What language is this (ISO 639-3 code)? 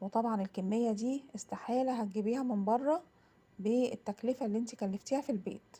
arz